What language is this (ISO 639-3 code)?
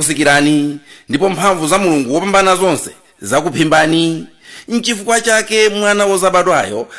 nya